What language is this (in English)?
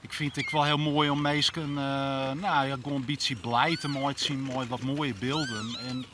Western Frisian